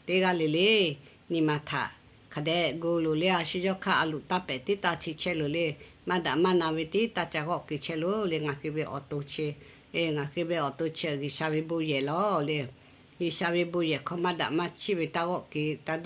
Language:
Lahu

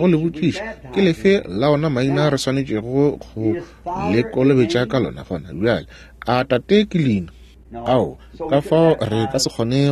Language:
Northern Sotho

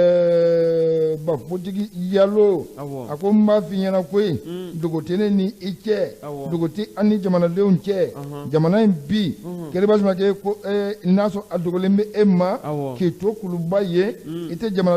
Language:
Bambara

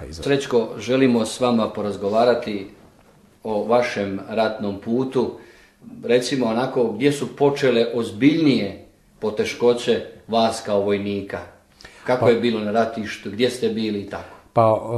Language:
Croatian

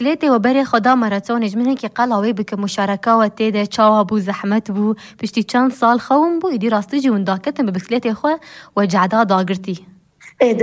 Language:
Kurdish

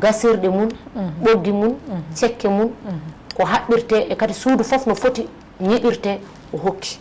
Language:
Fula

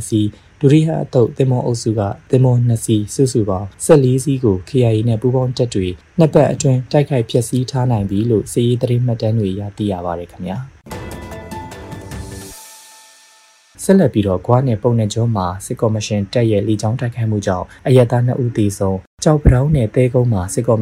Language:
Burmese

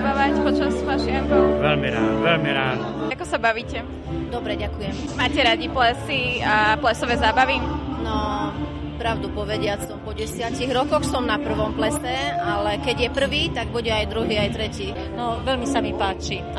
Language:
Slovak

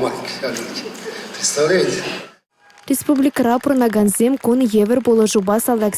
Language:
Chuvash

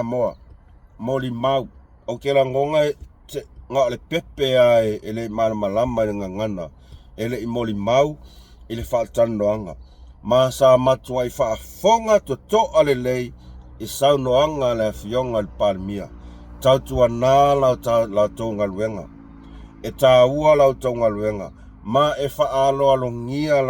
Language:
Samoan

